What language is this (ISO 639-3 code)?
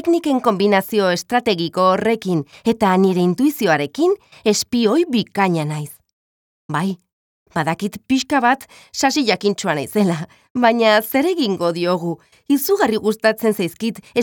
eus